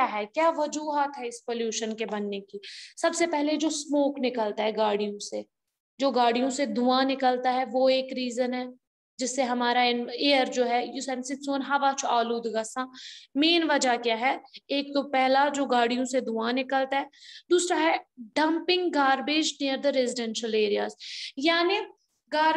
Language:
Hindi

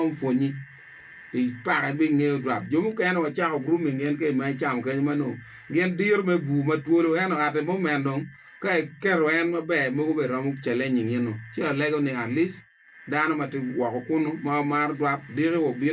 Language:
Acoli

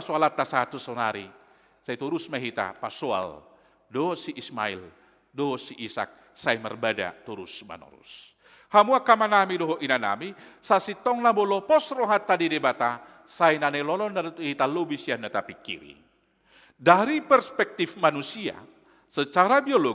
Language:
Batak Toba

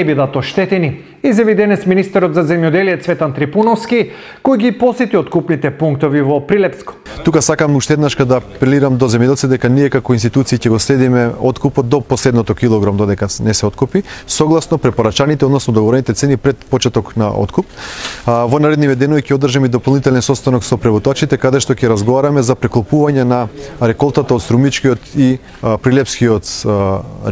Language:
Macedonian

